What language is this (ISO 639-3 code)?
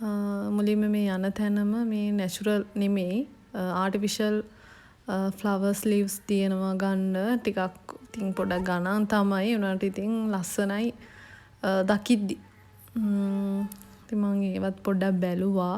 sin